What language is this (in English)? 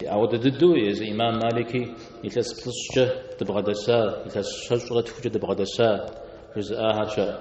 Kabardian